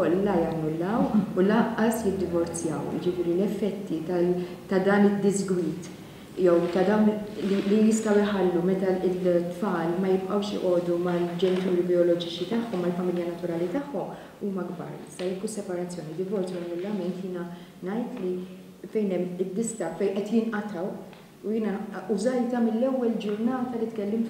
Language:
Maltese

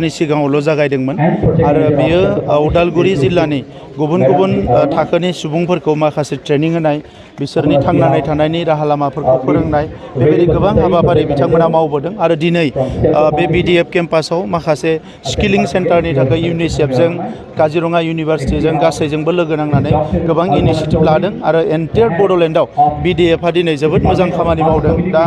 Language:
Bodo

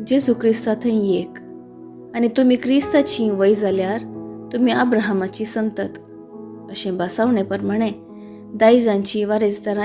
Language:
Konkani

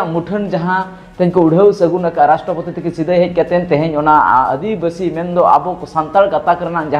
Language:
Santali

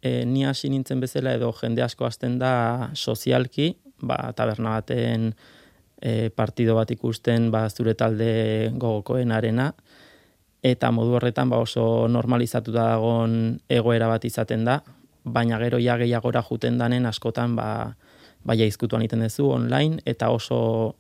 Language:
Basque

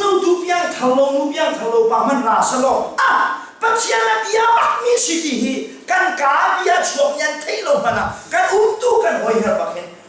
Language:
Hakha Chin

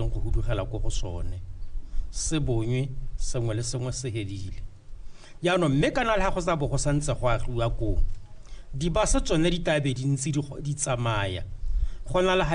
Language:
Tswana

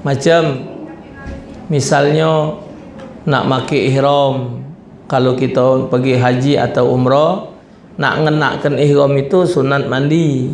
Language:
Musi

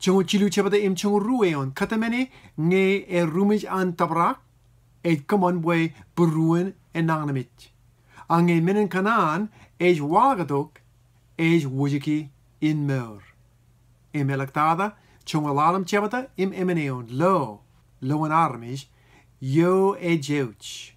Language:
Marshallese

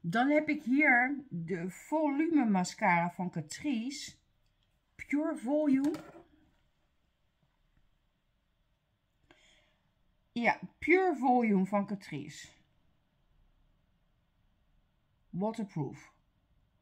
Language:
Dutch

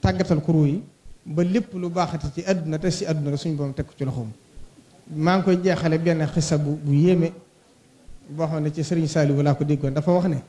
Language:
Wolof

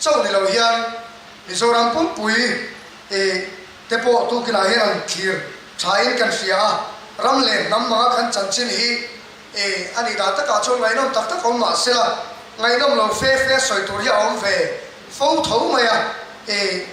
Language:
Mizo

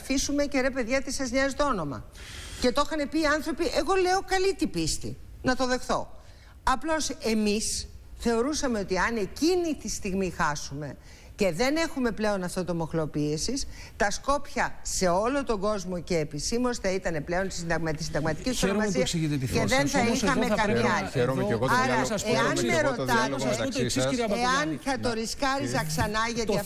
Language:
Greek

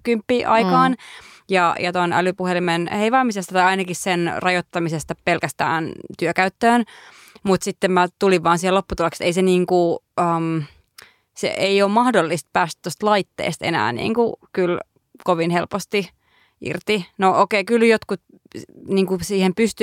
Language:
Finnish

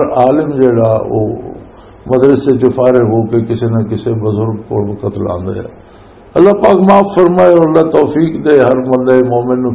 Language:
Western Panjabi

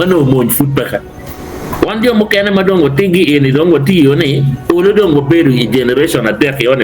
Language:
Acoli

